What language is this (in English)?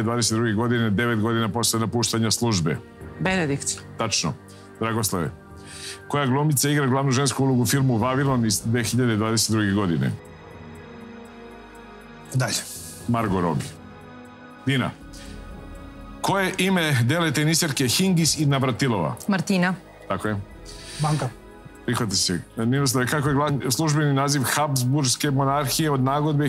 Serbian